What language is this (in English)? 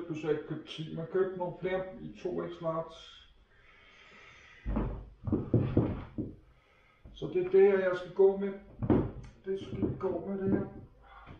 Danish